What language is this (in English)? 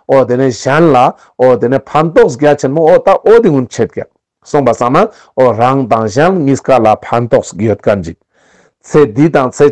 Ladakhi